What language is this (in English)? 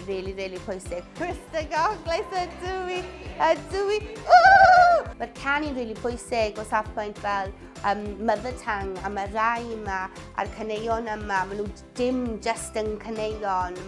Welsh